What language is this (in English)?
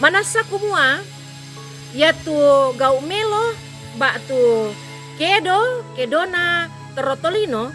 Toraja-Sa'dan